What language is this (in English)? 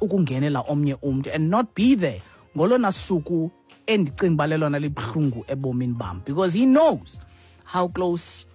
Xhosa